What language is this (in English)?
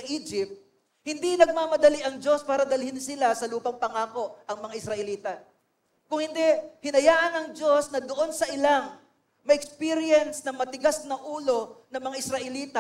Filipino